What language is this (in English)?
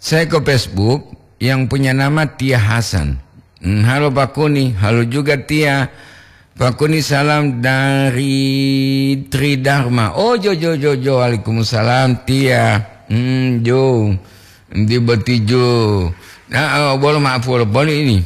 Gorontalo